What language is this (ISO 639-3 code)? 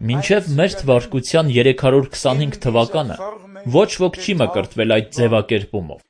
hye